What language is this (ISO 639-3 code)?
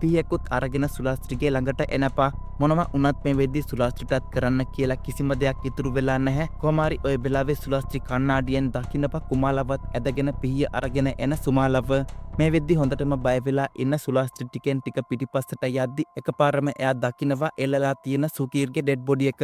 sin